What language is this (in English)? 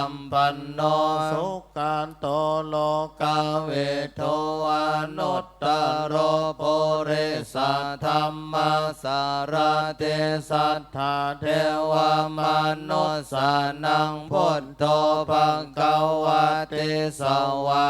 Pali